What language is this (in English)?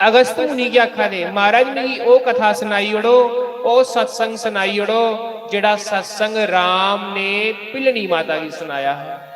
Dogri